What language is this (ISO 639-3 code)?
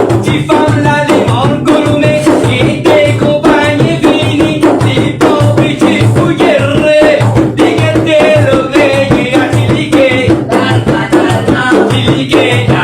mfe